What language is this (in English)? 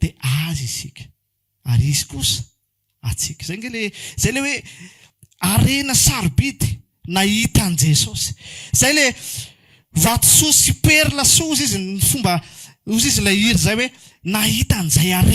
Malagasy